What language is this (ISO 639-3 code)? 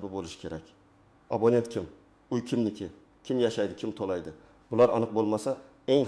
uzb